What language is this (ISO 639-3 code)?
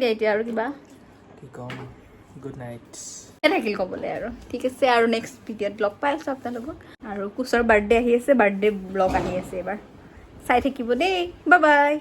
asm